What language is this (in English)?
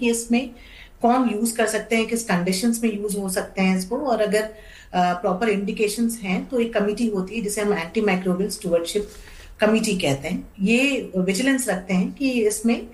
Hindi